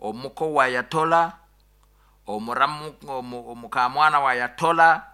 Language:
Nyoro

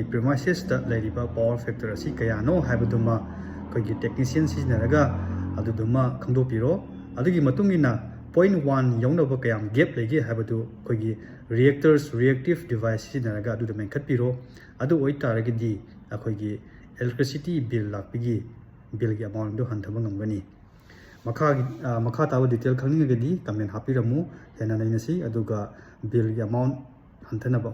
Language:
Manipuri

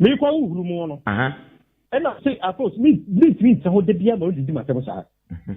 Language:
Akan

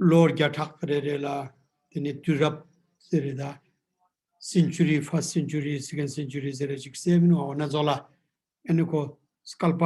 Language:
Ladakhi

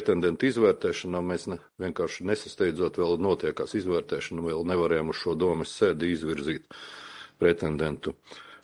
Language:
Latvian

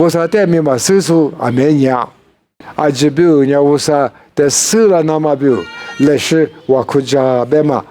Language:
Lisu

